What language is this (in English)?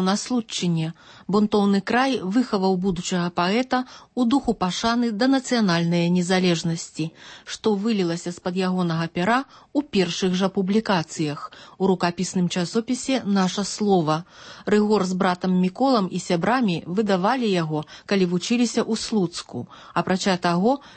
Belarusian